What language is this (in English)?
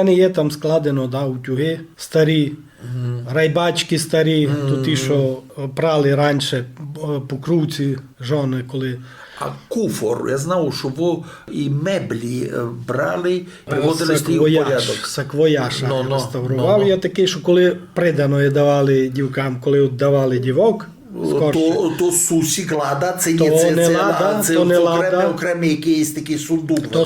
Rusyn